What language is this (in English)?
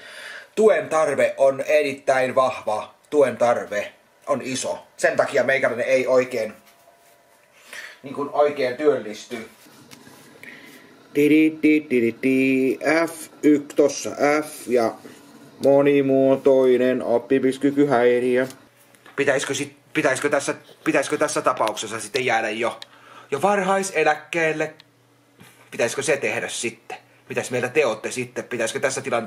Finnish